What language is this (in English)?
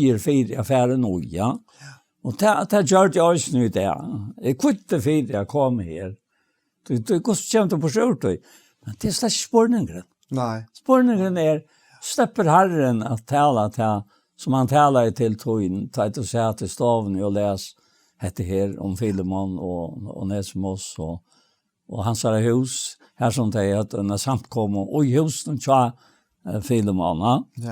Faroese